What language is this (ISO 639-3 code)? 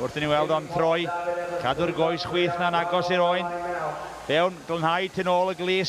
cym